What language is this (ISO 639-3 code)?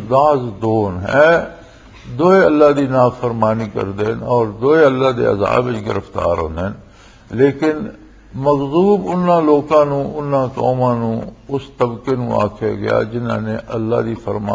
lah